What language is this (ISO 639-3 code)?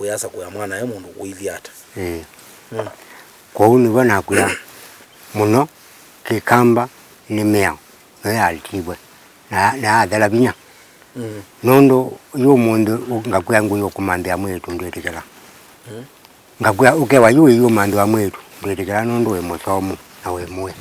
kam